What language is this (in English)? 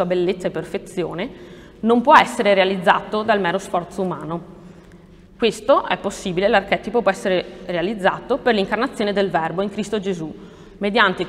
Italian